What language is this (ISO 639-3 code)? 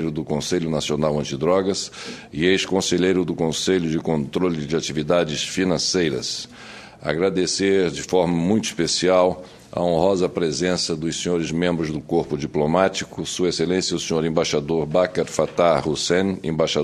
por